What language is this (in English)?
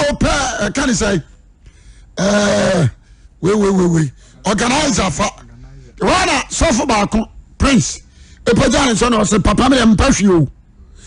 Akan